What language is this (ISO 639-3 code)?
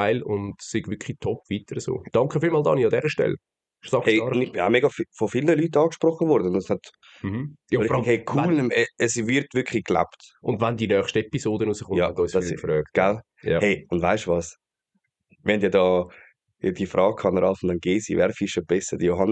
gsw